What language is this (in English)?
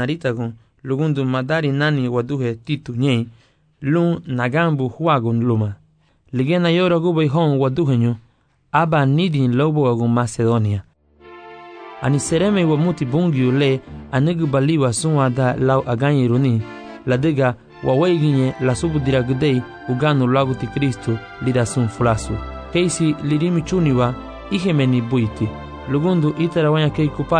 Garifuna